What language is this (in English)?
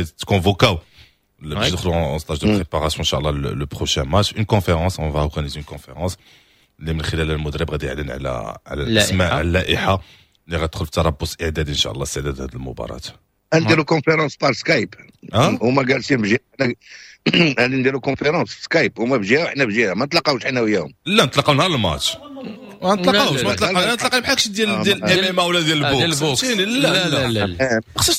Moroccan Arabic